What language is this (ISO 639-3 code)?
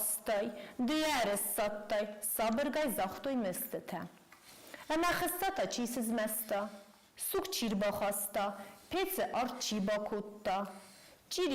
oss